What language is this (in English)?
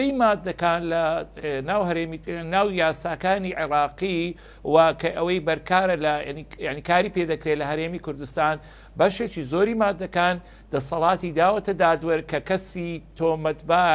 Central Kurdish